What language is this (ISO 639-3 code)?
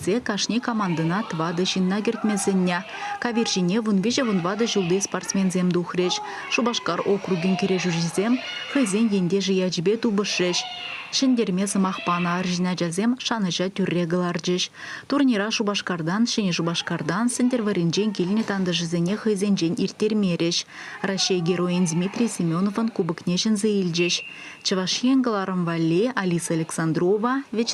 chv